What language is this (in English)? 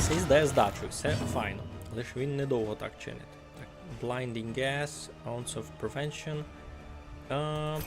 Rusyn